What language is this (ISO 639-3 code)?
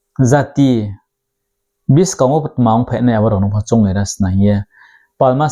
ria